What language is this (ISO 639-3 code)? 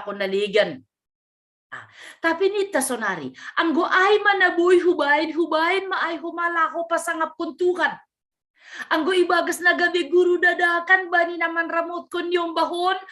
bts